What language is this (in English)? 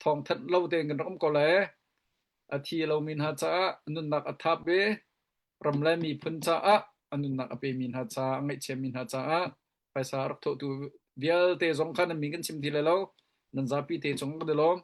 Hakha Chin